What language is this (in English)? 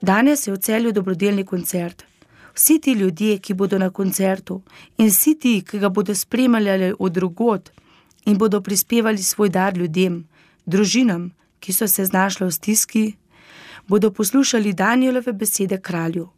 Slovenian